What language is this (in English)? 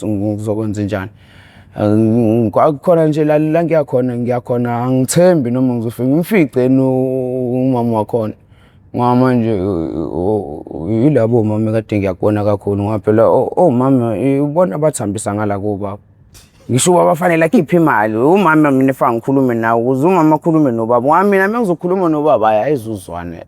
Zulu